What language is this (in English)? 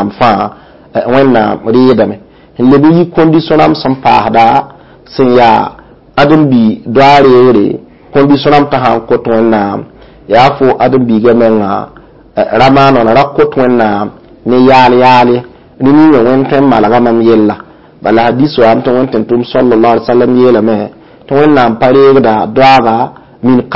Mossi